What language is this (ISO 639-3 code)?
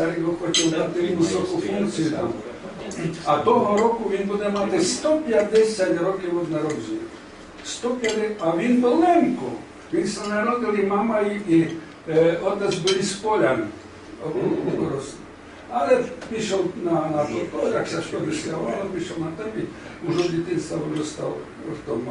rue